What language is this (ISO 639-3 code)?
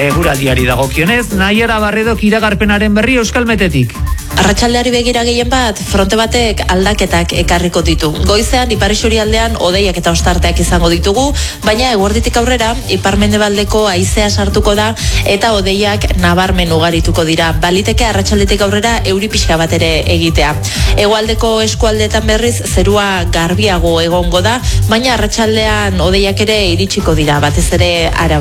eus